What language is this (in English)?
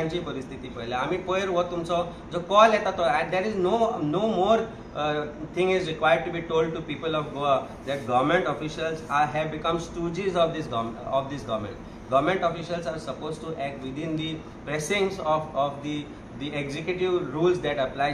Konkani